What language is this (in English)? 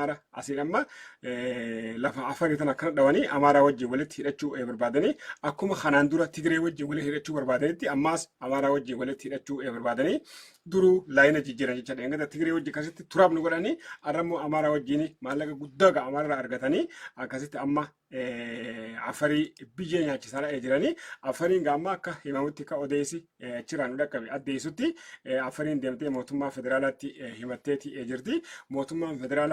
Oromo